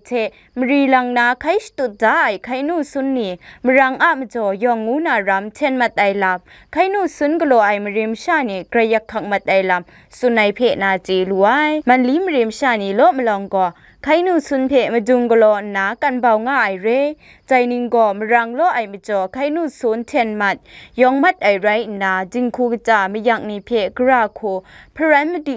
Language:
Kachin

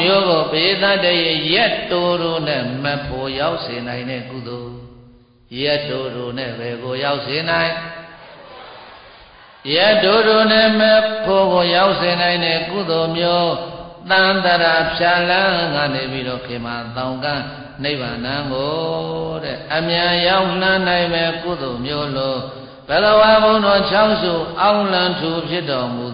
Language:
Burmese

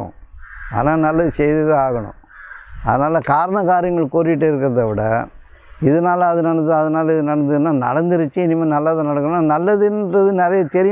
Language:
Tamil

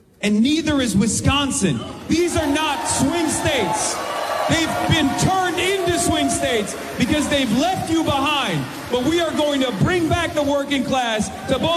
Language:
English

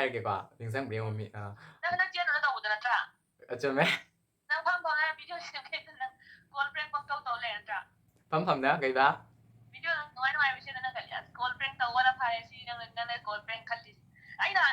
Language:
Manipuri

